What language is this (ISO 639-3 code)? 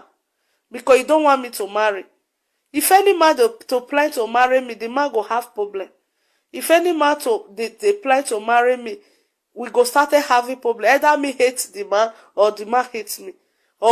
pcm